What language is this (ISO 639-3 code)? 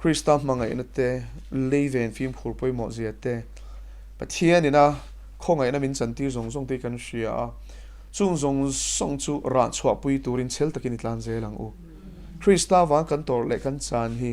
lus